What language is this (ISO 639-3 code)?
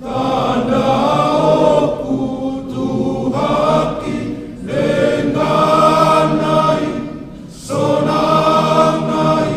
bbc